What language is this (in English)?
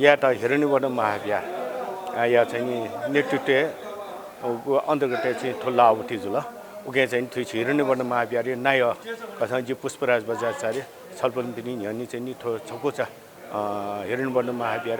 Newari